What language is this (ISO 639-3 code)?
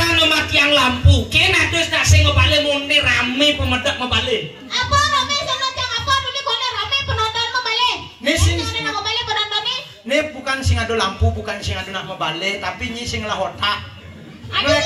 ban